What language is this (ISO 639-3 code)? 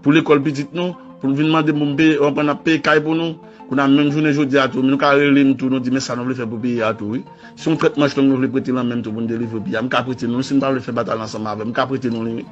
hat